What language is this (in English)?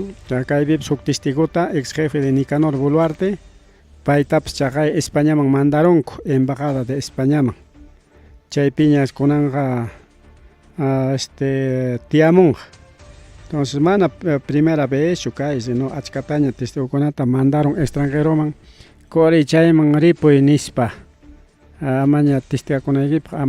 Ayacucho Quechua